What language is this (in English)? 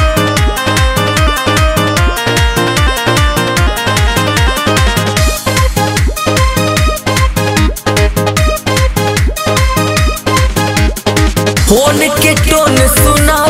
Bhojpuri